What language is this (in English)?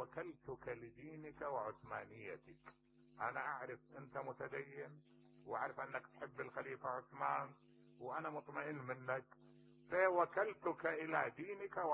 Mesopotamian Arabic